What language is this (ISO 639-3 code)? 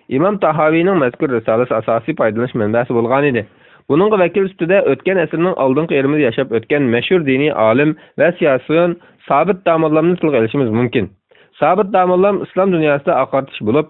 uig